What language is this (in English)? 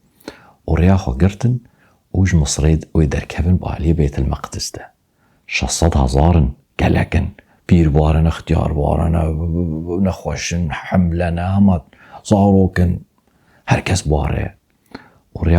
Kurdish